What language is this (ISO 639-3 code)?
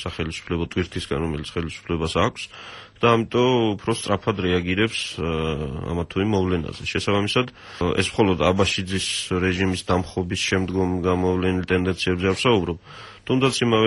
kat